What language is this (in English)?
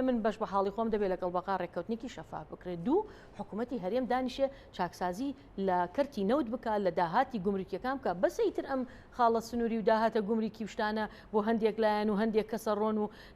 Central Kurdish